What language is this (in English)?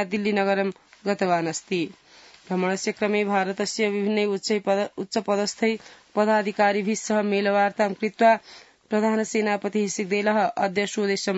Sanskrit